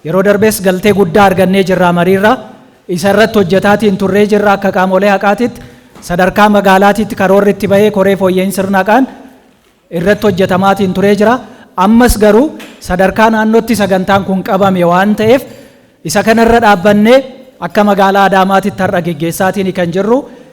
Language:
Oromo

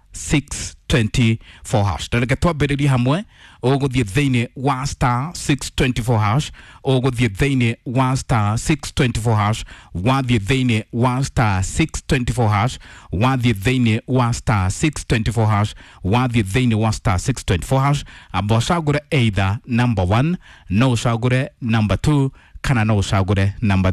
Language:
Kikuyu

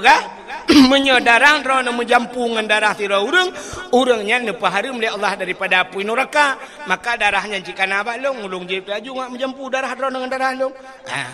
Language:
Achinese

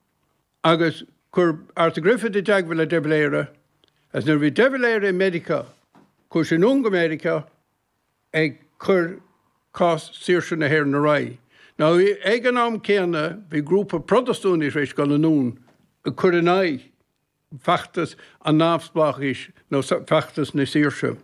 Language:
Irish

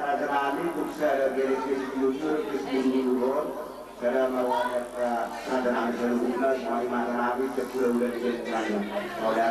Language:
Batak Toba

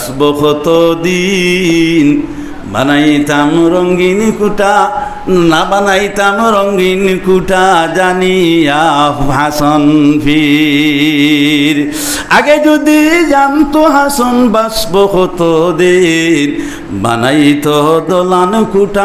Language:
Sylheti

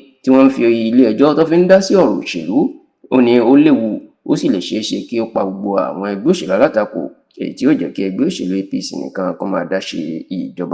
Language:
Yoruba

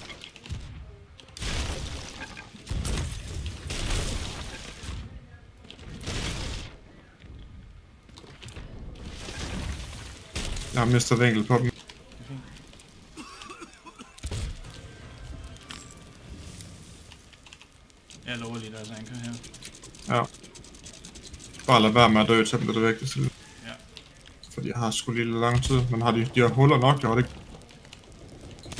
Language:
Danish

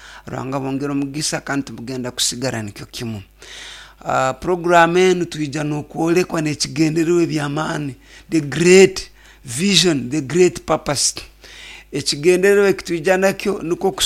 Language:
Nyoro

